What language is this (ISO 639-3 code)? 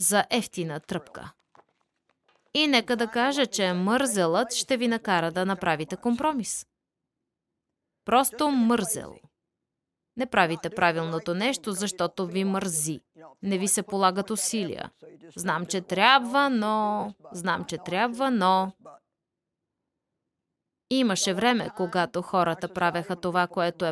bul